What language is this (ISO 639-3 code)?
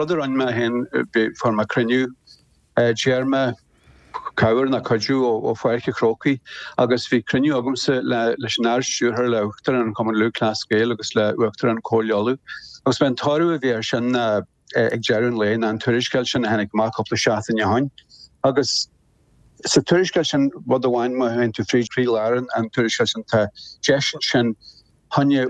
gle